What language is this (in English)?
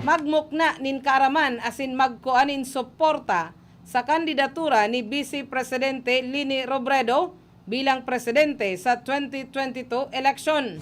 Bikol